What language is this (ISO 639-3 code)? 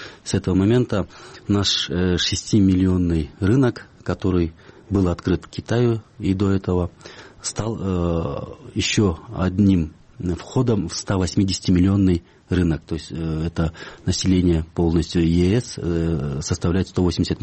rus